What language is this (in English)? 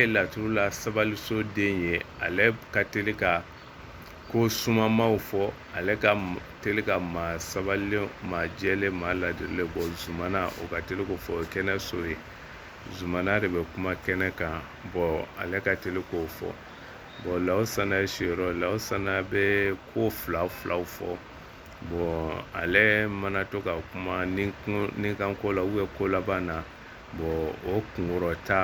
Bambara